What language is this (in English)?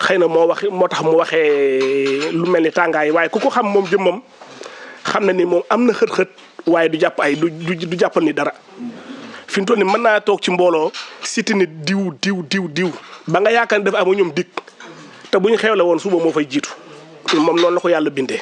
Wolof